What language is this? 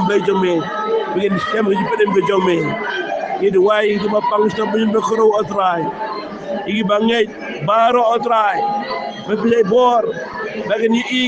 Khasi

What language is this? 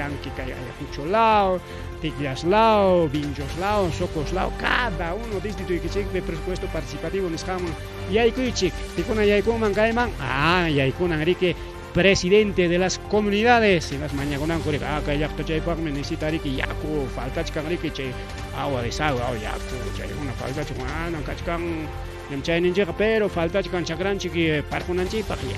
Ayacucho Quechua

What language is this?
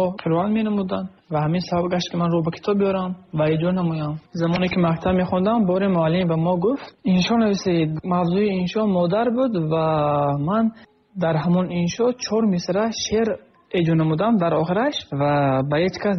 Tajik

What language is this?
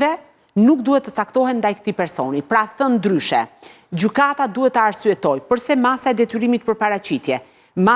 Albanian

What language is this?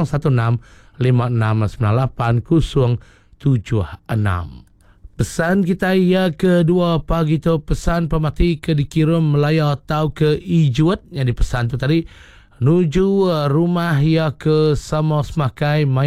Iban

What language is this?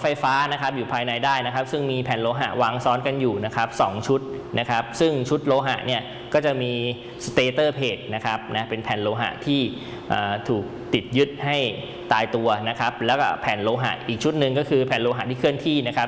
Thai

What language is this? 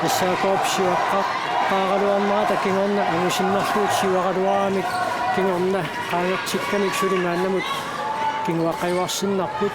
Kalaallisut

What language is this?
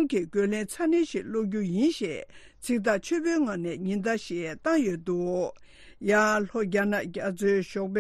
Tibetan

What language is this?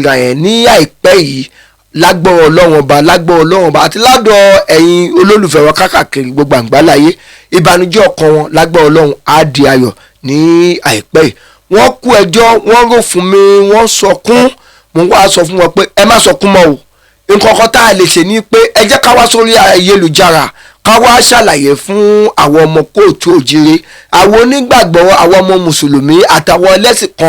Yoruba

